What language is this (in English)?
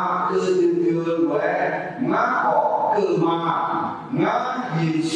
Akha